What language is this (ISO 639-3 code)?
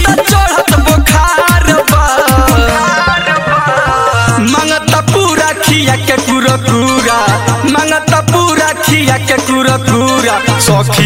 bho